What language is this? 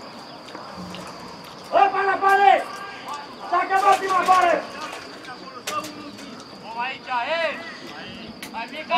Romanian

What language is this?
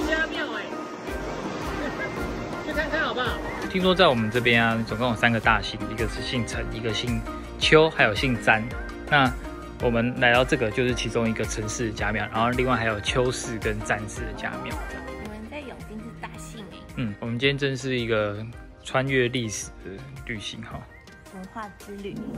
Chinese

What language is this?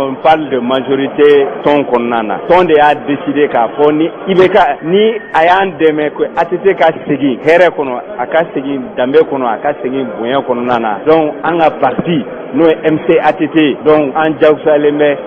Bambara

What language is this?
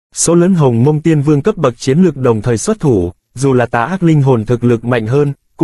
Vietnamese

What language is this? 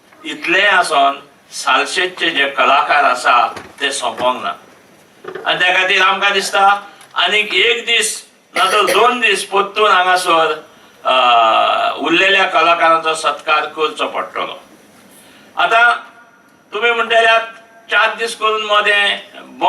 Konkani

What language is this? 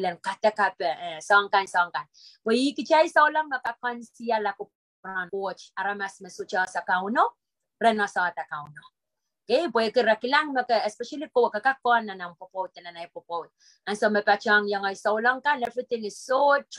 Pohnpeian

